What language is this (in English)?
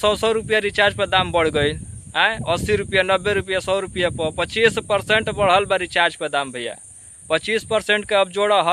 Bhojpuri